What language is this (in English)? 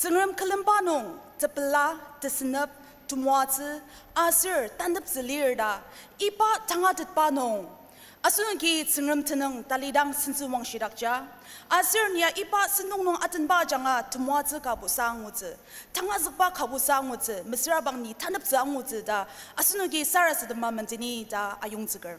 Ao Naga